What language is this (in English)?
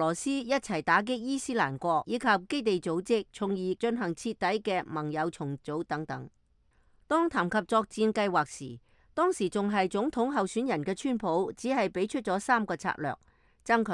Cantonese